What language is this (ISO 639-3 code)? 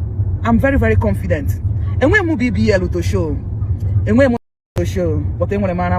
ibo